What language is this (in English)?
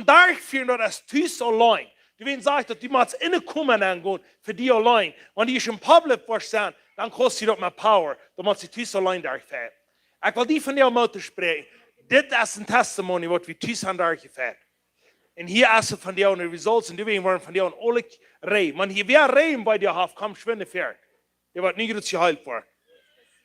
Plautdietsch